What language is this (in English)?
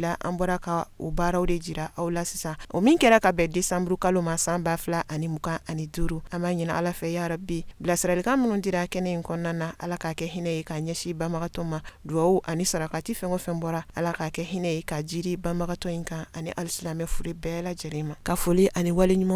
Bambara